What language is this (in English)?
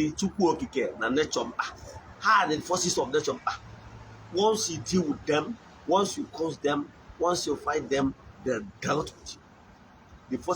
Igbo